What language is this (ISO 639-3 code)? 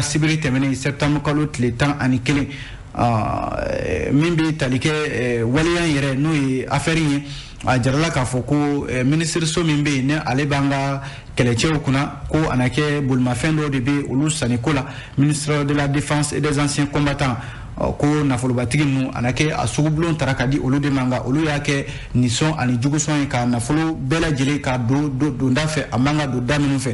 bam